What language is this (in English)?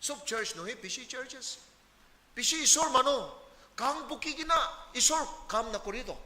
Naga Pidgin